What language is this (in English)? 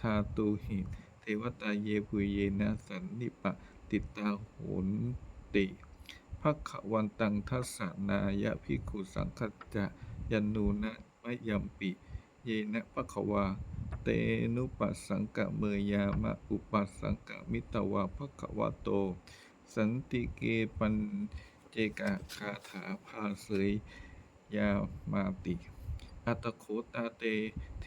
Pali